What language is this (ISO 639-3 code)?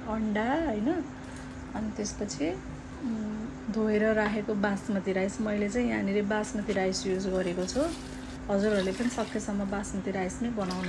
nep